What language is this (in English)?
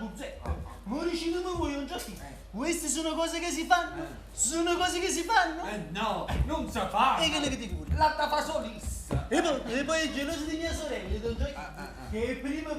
Neapolitan